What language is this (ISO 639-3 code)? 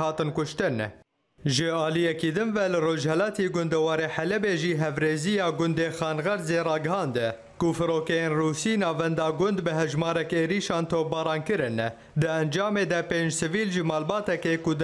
kur